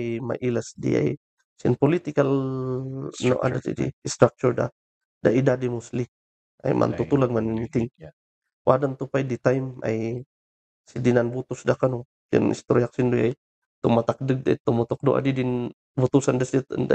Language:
Kankanaey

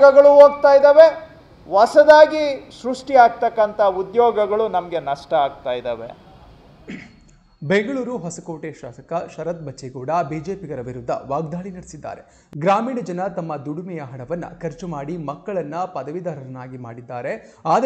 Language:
Kannada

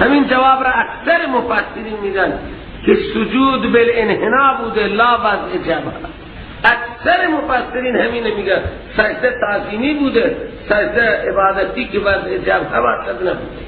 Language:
Persian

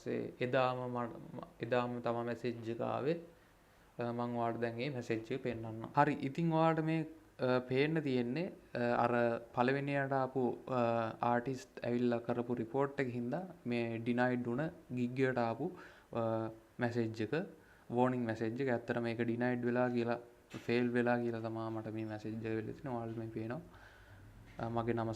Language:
Sinhala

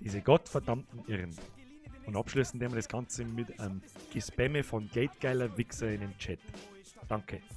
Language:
Bavarian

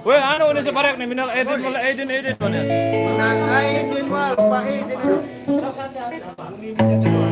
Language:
Sasak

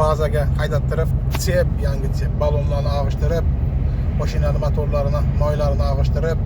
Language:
Uzbek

